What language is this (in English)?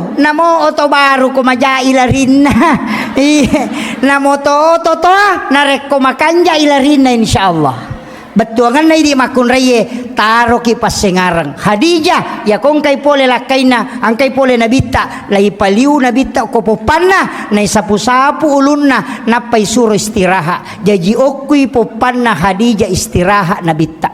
Buginese